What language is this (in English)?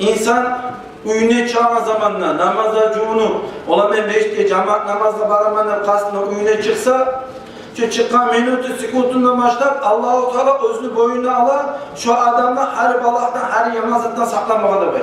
Kumyk